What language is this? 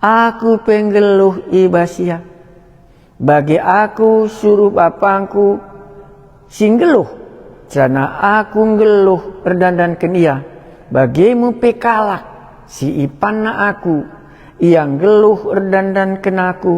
Batak Karo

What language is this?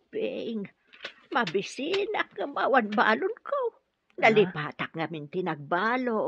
Iloko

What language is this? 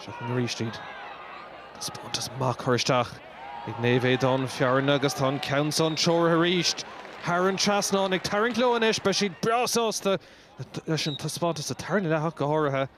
Irish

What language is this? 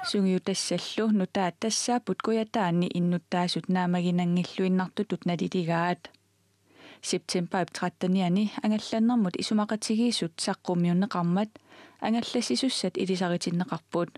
Kalaallisut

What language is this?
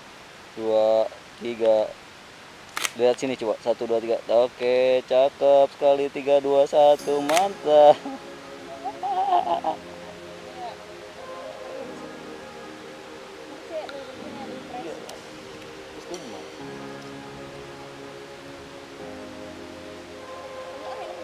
Indonesian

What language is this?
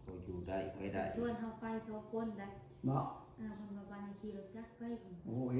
Northeastern Thai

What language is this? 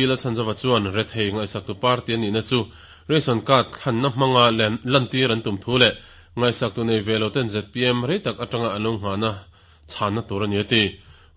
Mizo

